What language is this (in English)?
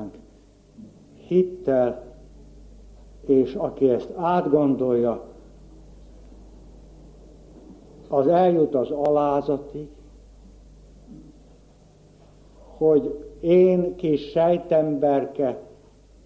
Hungarian